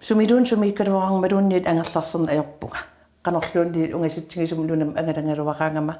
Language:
Kalaallisut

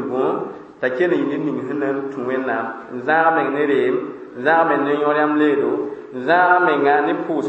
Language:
Mossi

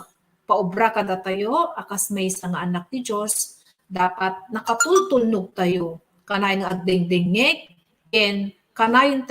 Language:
Iloko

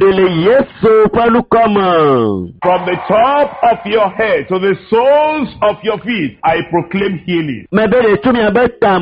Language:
Ewe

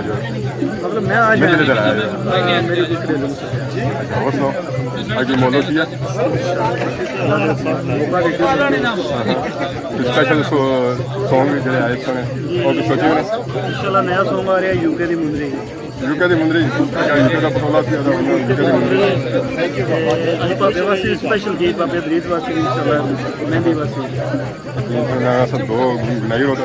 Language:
Pahari-Potwari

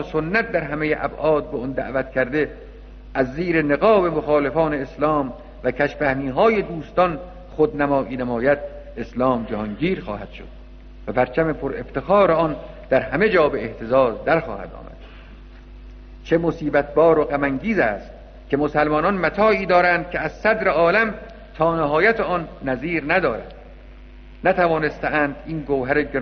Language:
Persian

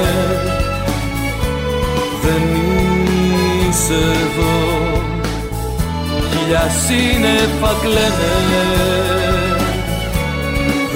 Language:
Greek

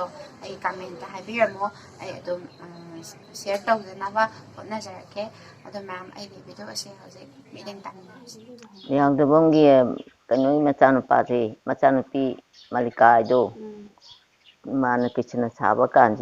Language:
Manipuri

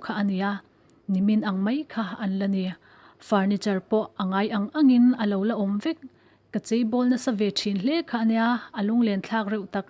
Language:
Mizo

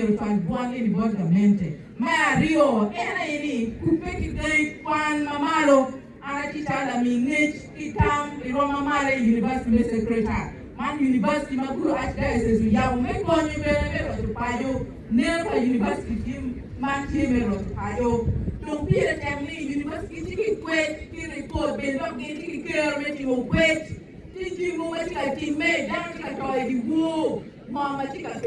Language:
Acoli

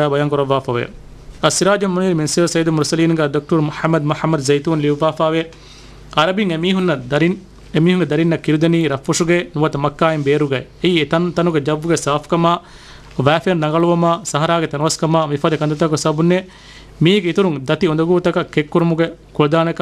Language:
Divehi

